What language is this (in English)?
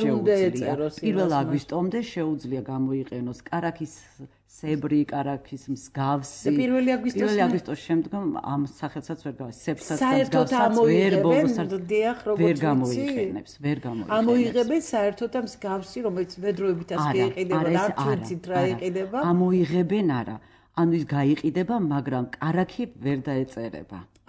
Georgian